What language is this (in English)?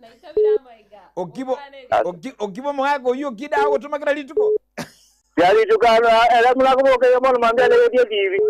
Gusii